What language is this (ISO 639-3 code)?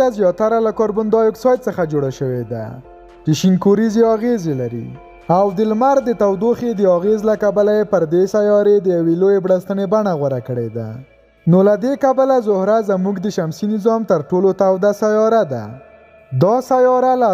pus